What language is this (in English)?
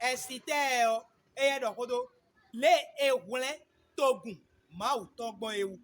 Fon